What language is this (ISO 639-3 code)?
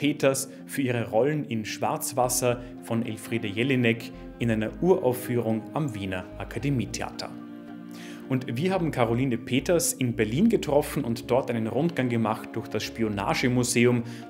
deu